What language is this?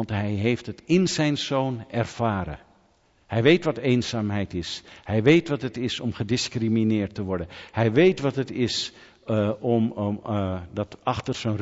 Dutch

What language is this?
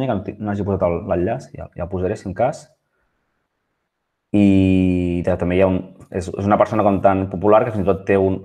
Catalan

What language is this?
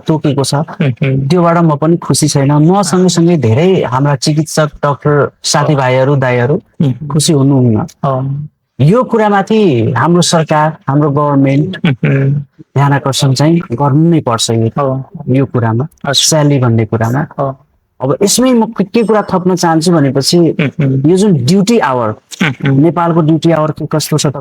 Nepali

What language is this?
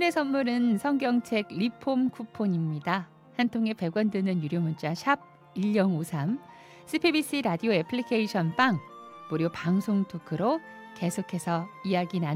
Korean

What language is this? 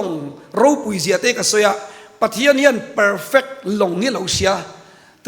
Mizo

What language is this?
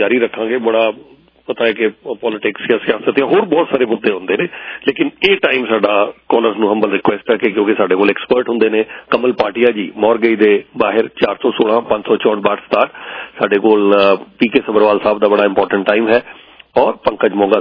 Punjabi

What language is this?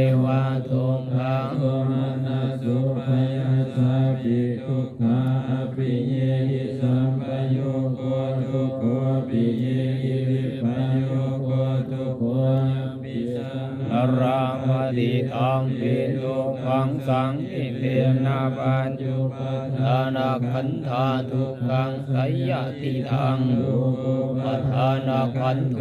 Pali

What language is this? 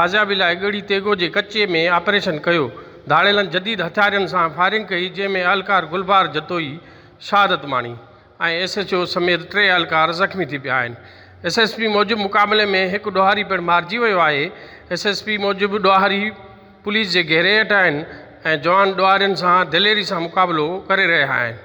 Sindhi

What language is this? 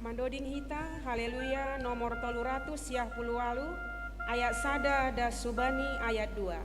Batak Simalungun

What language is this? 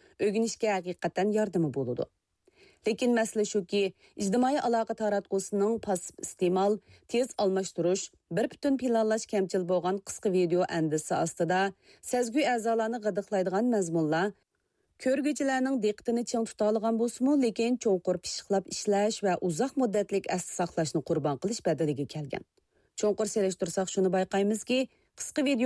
Uyghur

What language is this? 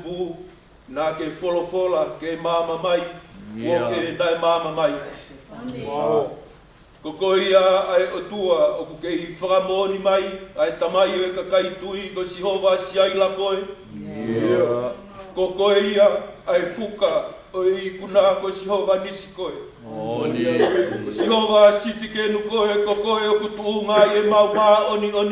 Tongan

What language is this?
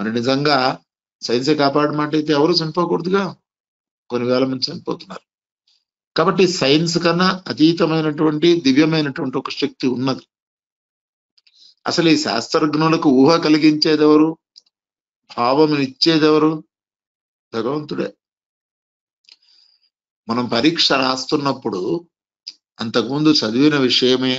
Telugu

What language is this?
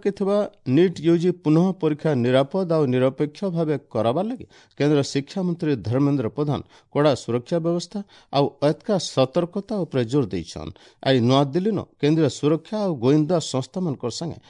Odia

